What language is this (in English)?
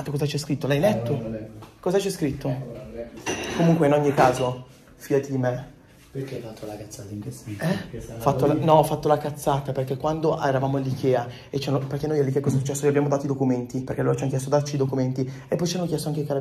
Italian